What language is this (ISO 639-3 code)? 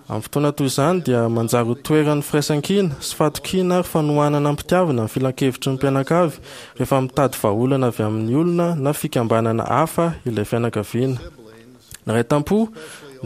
mlg